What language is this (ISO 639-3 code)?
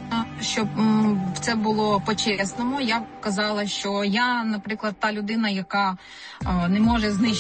ukr